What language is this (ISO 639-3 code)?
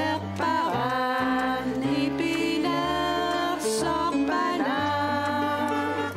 kal